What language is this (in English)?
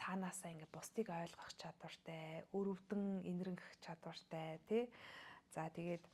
Mongolian